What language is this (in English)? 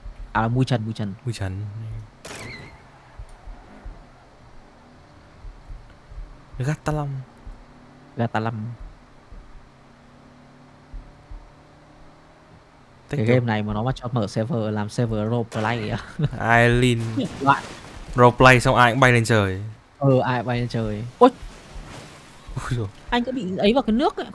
Vietnamese